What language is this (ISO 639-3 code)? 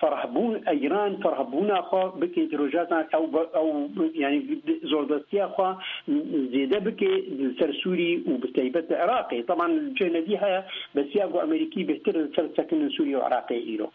kur